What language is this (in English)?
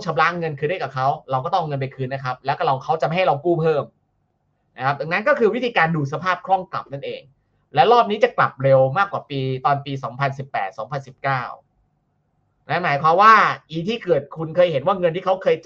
Thai